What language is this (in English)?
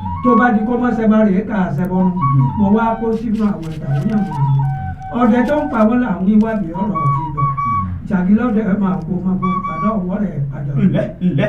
Yoruba